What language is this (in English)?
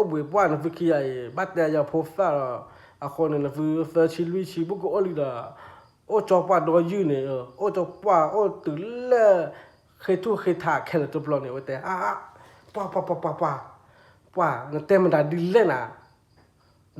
S'gaw Karen